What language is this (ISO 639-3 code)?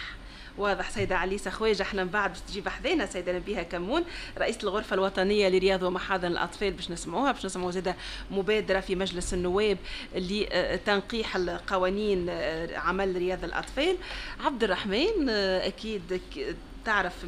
aeb